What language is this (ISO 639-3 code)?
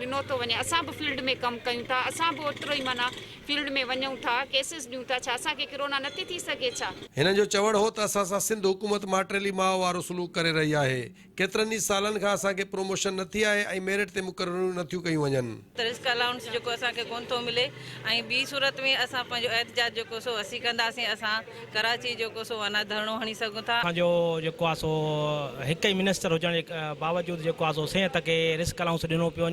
snd